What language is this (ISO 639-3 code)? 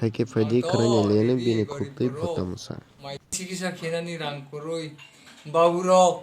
trp